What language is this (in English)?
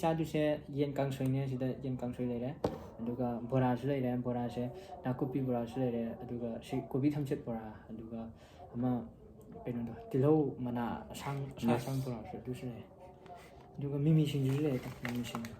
Manipuri